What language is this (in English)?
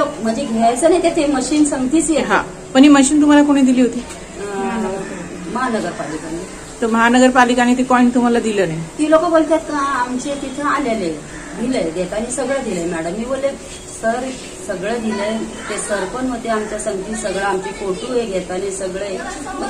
Marathi